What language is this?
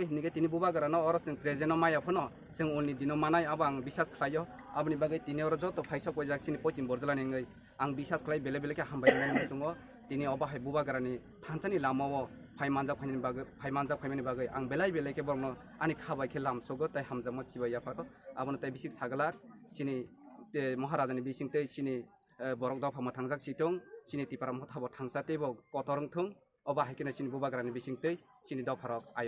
Kok Borok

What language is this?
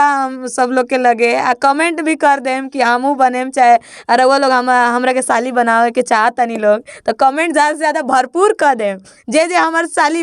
Bhojpuri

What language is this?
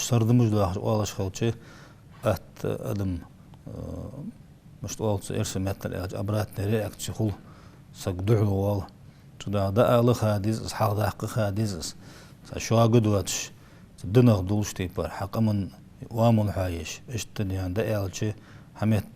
Ingush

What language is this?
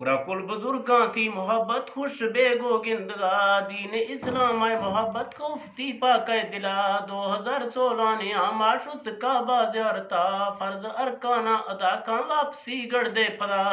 Eastern Balochi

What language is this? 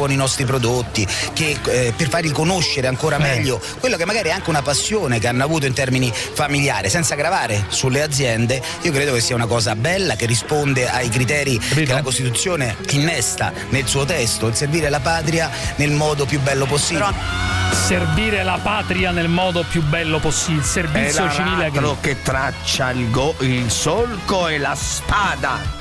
Italian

